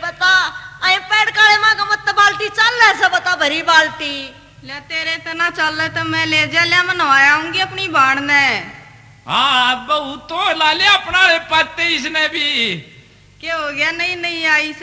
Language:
Haryanvi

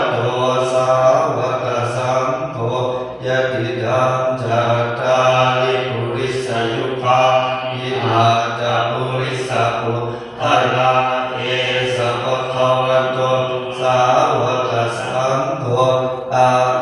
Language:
Pali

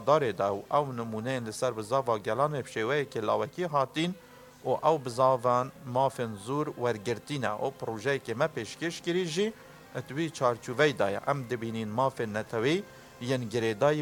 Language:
Kurdish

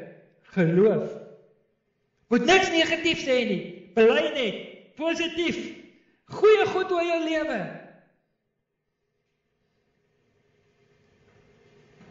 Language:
Afrikaans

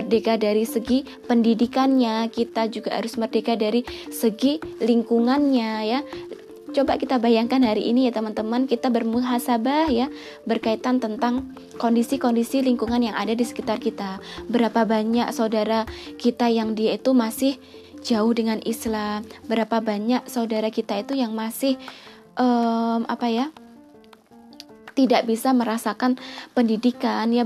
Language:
Indonesian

